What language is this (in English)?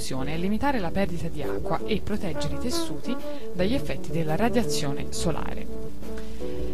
Italian